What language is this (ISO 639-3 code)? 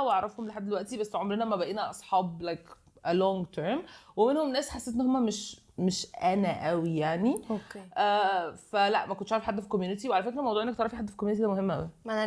arz